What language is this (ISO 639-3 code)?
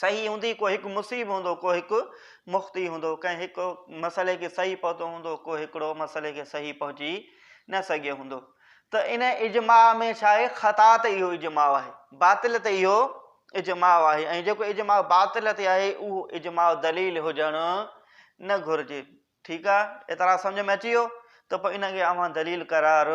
snd